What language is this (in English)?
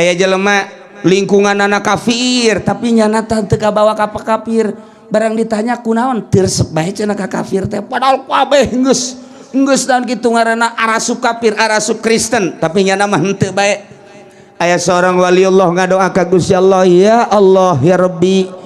Sundanese